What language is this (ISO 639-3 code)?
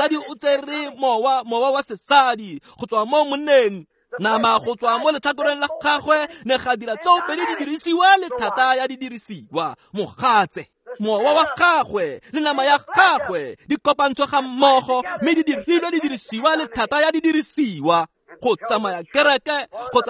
tsn